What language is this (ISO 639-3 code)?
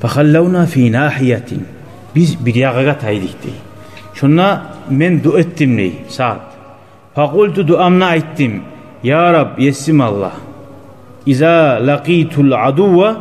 kum